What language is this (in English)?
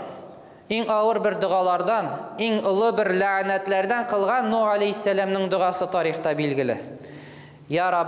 Tatar